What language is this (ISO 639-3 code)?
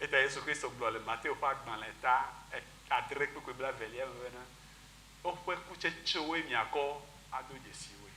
ewe